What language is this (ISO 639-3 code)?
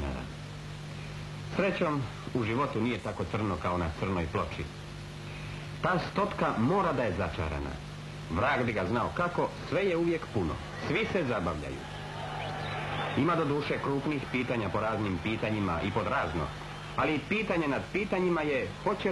hrv